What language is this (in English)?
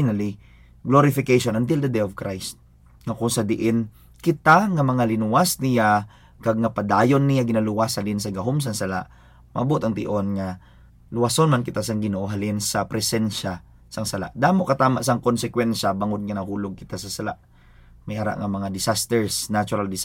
Hiligaynon